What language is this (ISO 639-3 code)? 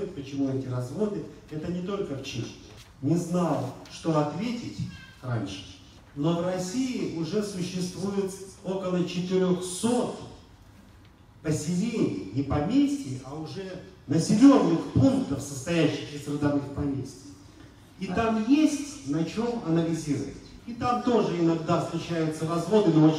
rus